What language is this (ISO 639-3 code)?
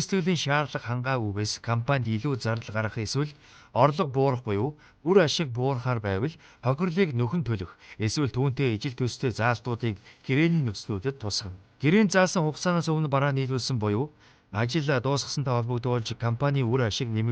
mon